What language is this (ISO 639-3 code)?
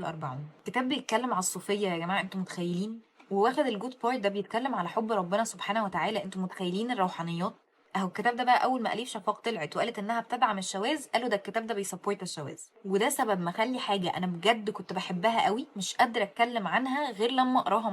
arz